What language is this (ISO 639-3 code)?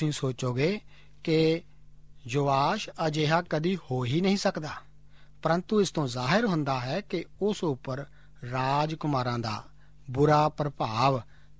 pan